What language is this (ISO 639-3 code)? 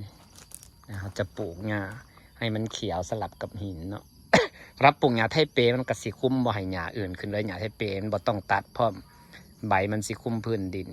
tts